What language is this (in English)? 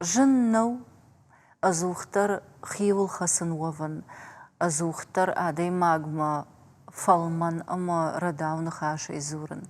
Ossetic